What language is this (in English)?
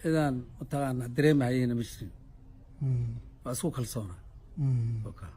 Somali